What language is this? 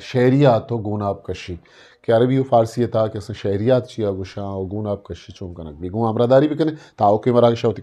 Eastern Balochi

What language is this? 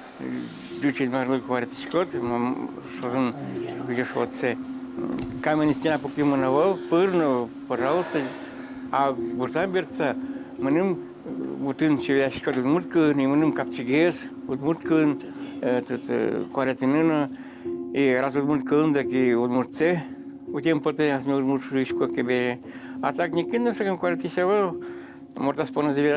Udmurt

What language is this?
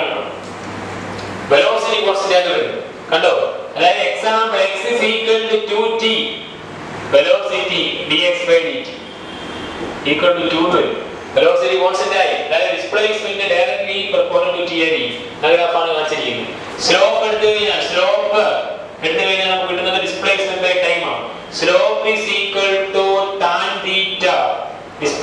Malayalam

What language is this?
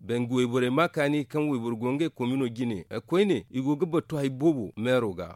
Zarma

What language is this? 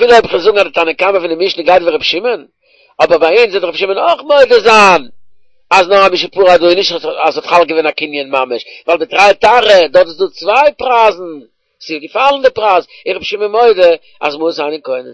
Yiddish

